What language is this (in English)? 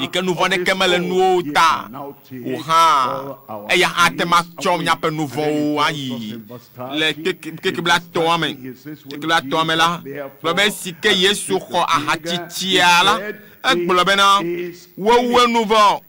Ewe